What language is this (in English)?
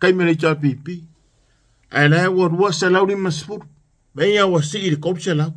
Samoan